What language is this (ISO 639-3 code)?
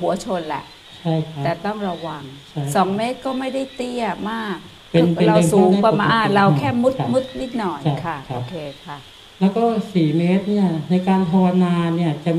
tha